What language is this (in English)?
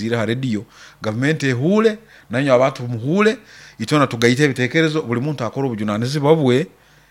Nyoro